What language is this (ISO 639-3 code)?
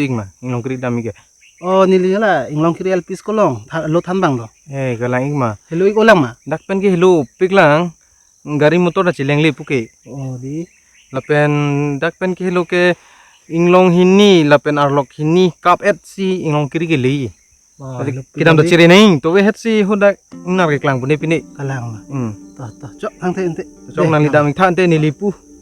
mjw